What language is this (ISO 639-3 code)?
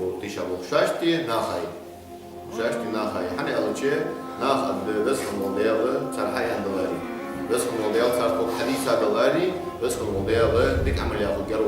inh